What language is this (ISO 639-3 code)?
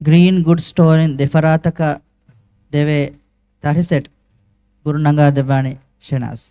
div